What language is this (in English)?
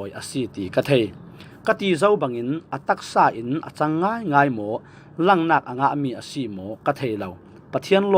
Falam Chin